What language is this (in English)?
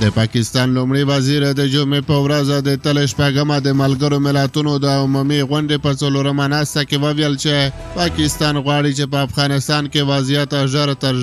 Pashto